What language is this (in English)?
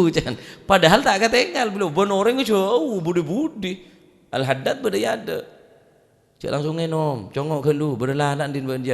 Madurese